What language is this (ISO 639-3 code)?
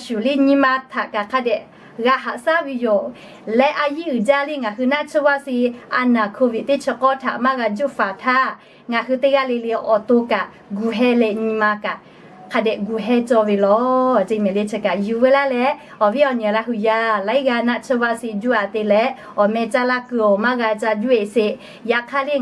lhu